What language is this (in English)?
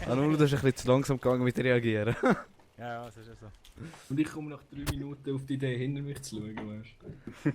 Swiss German